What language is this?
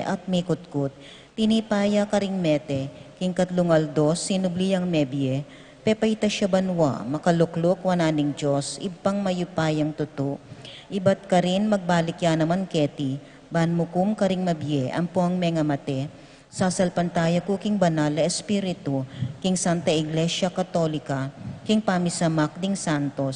Pampanga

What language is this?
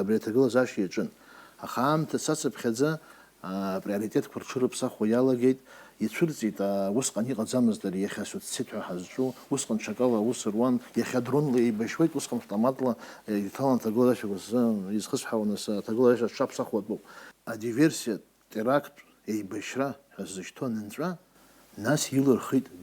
Abkhazian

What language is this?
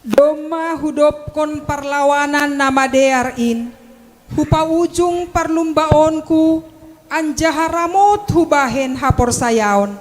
Batak Simalungun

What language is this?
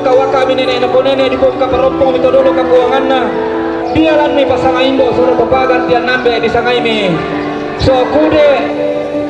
Toraja-Sa'dan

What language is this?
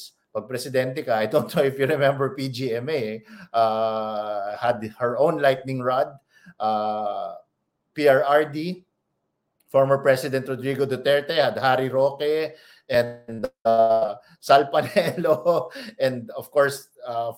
Filipino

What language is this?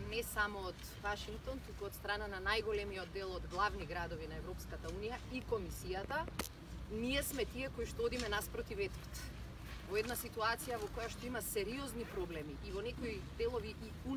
Macedonian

